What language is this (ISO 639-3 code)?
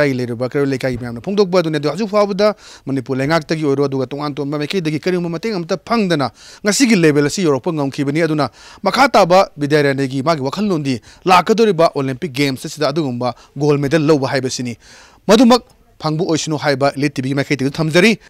mni